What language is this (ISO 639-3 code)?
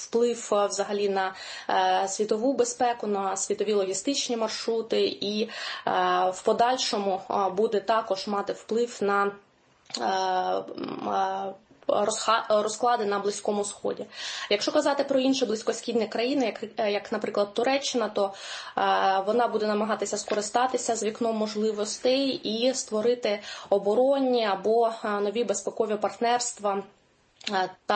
ukr